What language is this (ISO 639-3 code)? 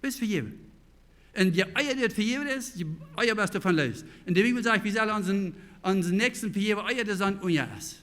pdt